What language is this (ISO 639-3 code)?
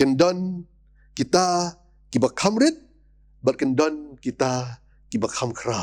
kha